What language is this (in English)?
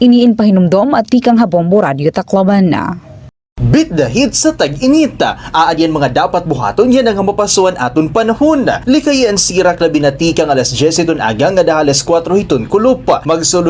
Waray